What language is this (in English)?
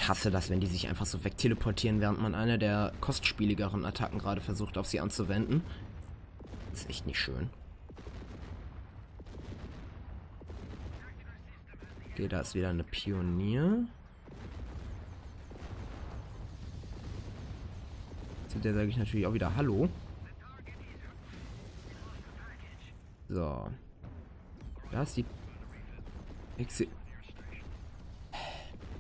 German